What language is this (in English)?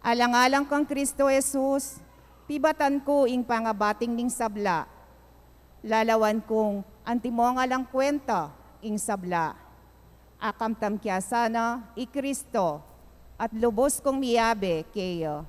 Pampanga